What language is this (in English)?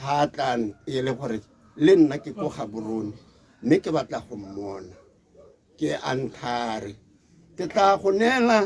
Tswana